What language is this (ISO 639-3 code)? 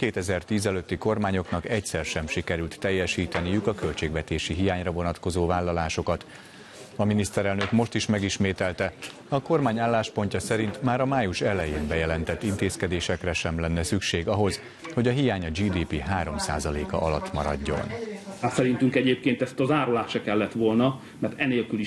hun